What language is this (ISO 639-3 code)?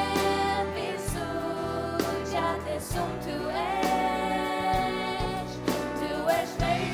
fao